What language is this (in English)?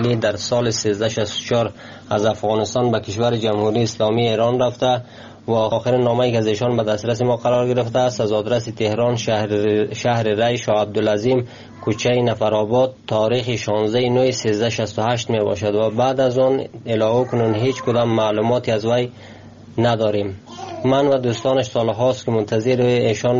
Persian